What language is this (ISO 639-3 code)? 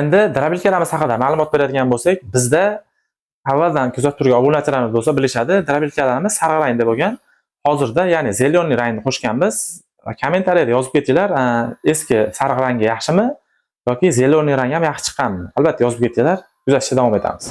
uzb